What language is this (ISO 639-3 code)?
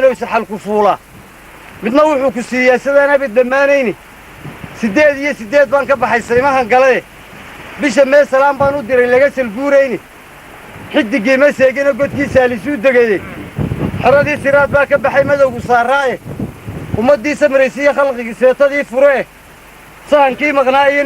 som